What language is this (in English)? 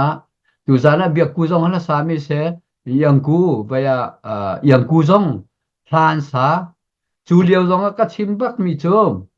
Hakha Chin